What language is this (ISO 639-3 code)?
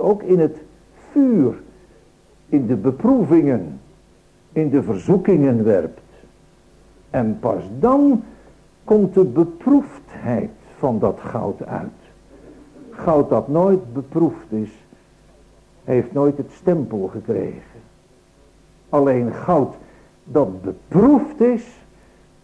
nld